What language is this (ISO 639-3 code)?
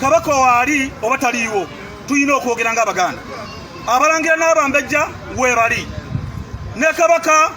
lug